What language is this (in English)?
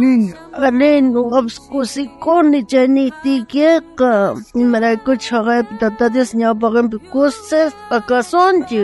South Bolivian Quechua